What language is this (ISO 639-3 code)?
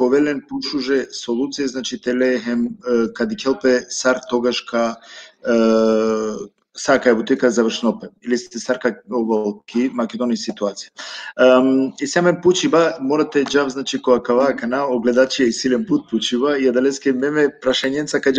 rmn